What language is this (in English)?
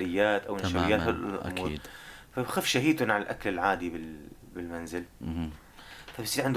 North Levantine Arabic